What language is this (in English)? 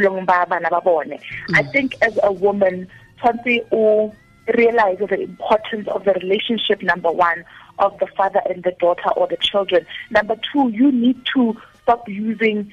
Tswana